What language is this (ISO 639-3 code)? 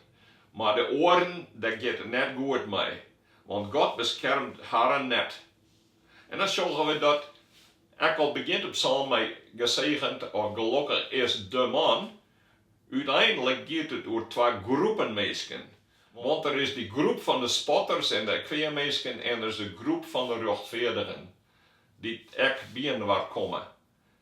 fry